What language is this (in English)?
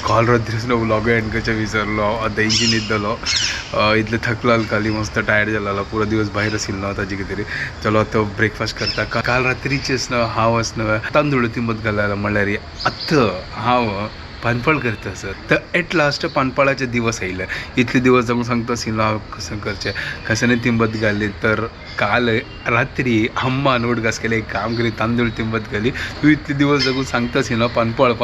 Konkani